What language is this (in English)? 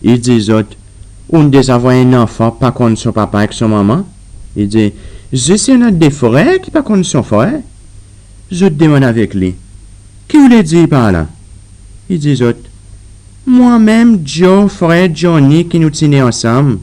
Seselwa Creole French